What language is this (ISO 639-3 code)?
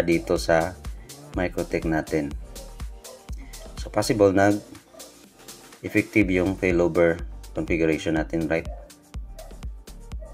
fil